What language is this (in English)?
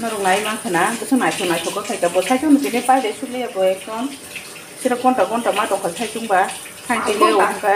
Kok Borok